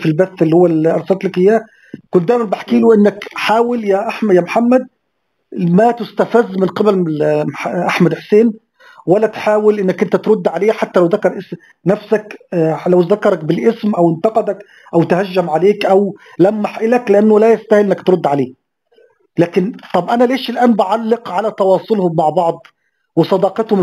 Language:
Egyptian Arabic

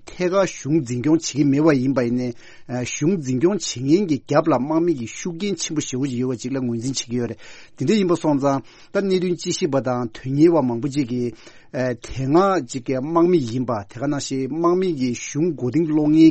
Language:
Tibetan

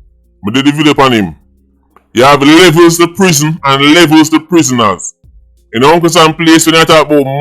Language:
Jamaican Creole English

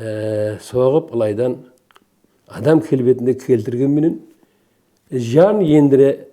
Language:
Kara-Kalpak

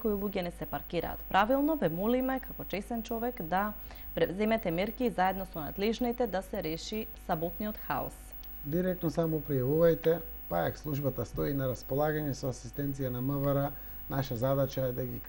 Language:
Macedonian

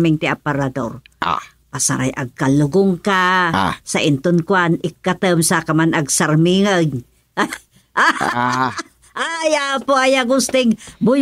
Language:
Iloko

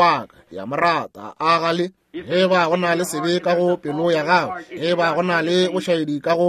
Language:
Northern Sotho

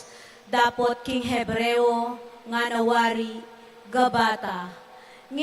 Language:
Pampanga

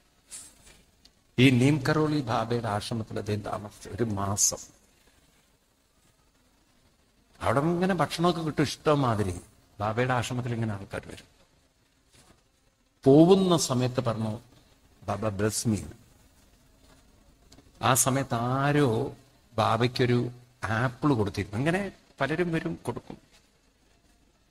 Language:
Malayalam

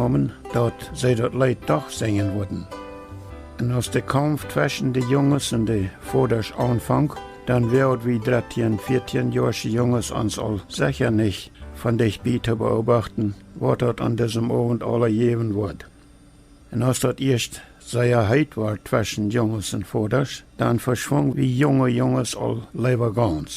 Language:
Plautdietsch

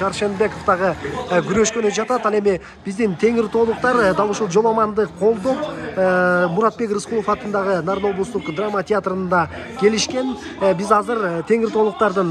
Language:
Kyrgyz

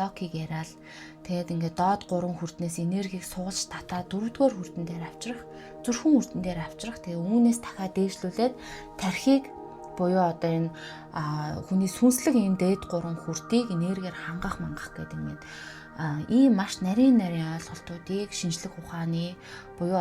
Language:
Mongolian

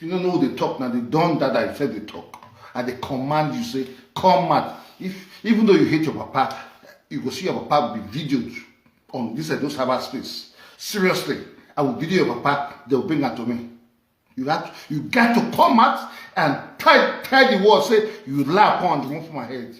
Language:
Nigerian Pidgin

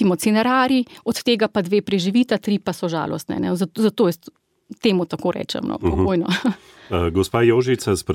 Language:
Slovenian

